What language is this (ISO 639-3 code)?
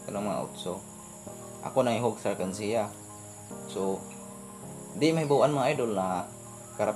ceb